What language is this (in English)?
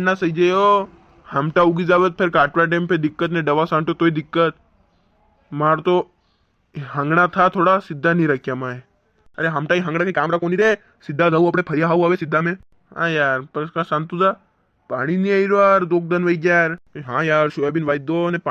Rajasthani